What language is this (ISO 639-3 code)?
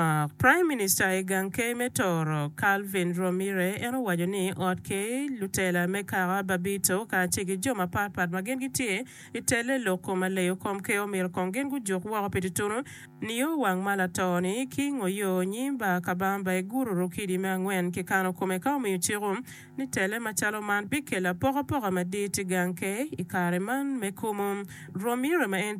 ach